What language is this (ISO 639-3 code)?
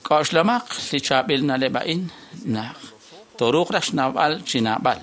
kek